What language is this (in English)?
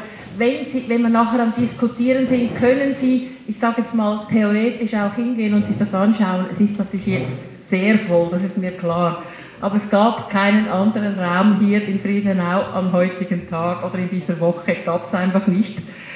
German